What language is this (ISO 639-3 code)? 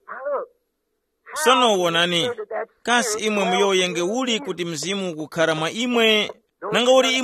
tum